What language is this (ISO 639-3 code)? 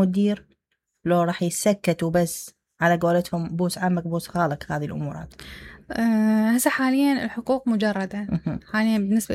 acm